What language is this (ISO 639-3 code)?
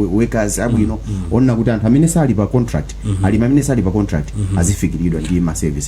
nya